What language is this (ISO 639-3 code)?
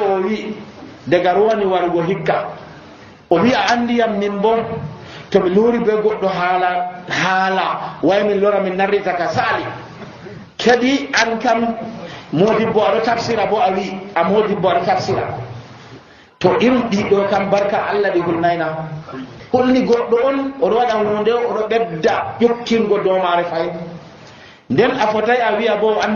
fuv